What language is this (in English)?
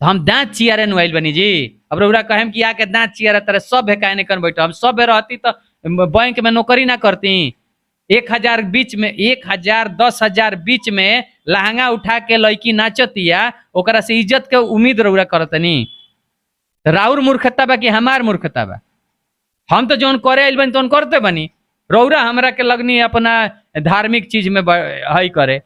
Bhojpuri